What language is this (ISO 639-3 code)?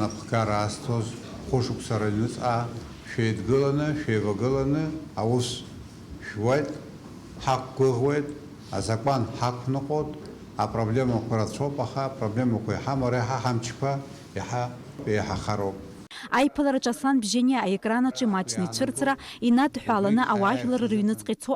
abk